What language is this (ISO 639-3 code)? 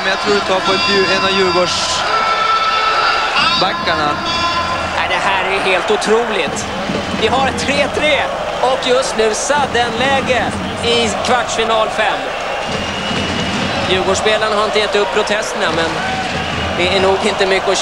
swe